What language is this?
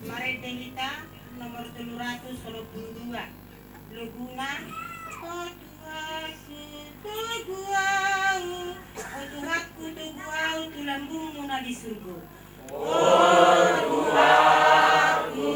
Batak Toba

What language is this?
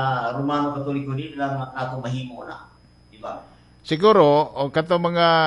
Cebuano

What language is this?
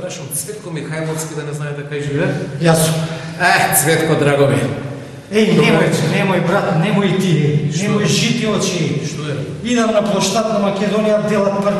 Macedonian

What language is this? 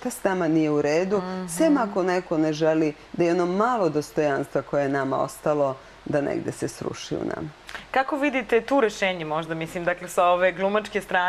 Serbian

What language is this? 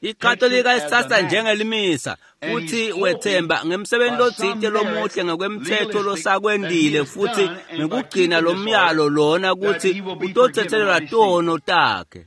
Swati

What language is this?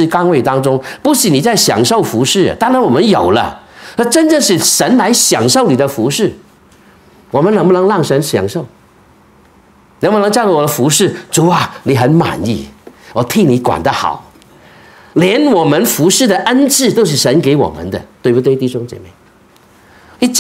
Chinese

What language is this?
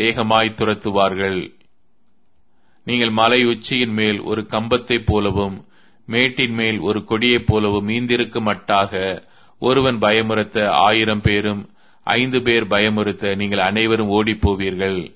Tamil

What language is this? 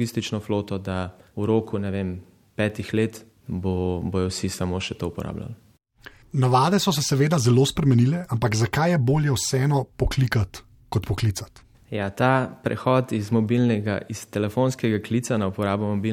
Slovenian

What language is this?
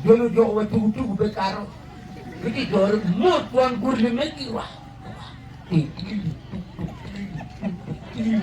Acoli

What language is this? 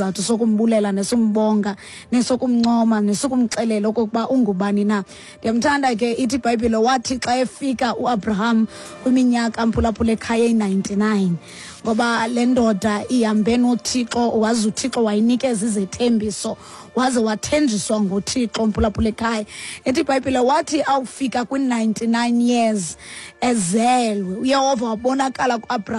Xhosa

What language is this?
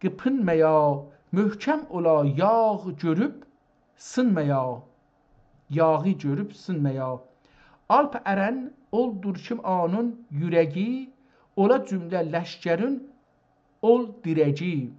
South Azerbaijani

